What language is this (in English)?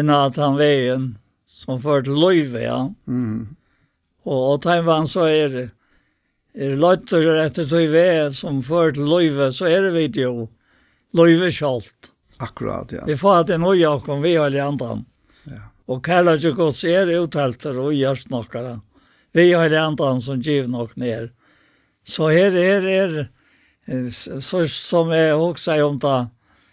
Faroese